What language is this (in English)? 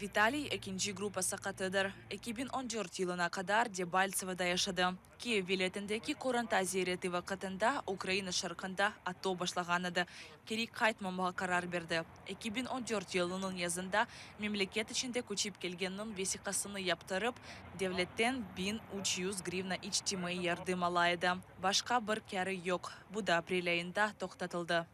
Crimean Tatar